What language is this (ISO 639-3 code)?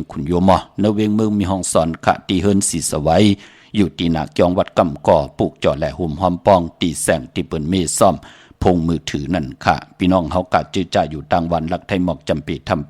shn